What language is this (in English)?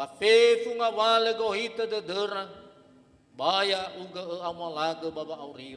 Nias